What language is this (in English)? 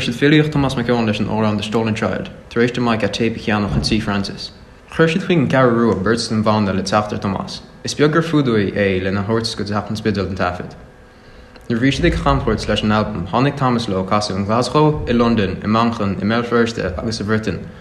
Irish